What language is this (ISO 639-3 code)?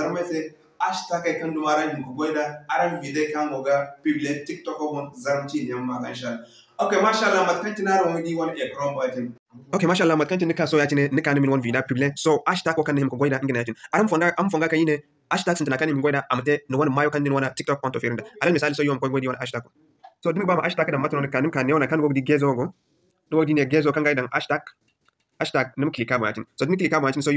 dje